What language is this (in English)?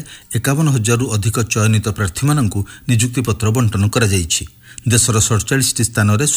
Odia